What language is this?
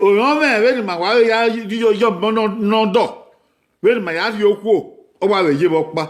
Bini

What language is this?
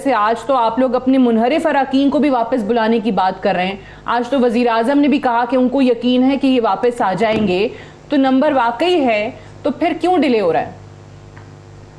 Urdu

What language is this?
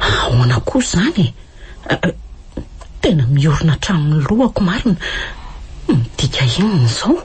Malagasy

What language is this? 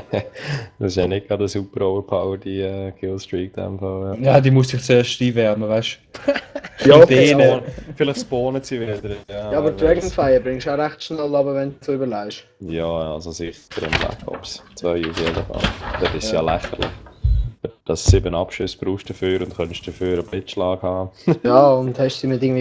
Swiss German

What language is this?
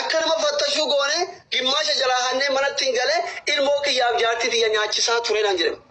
Oromo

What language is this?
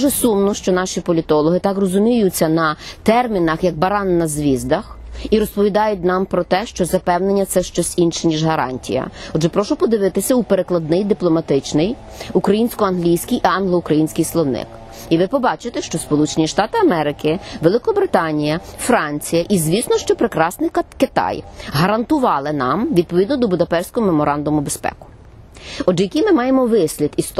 Ukrainian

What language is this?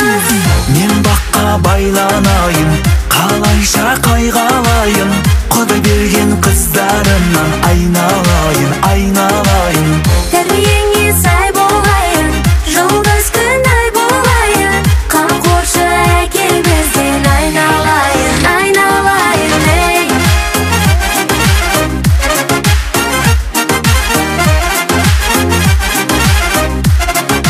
Kazakh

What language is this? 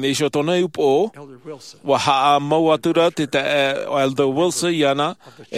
Tahitian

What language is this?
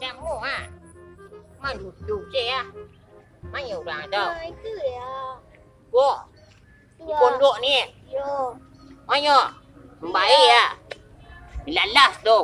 Minangkabau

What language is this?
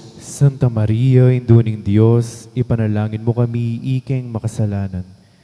Pampanga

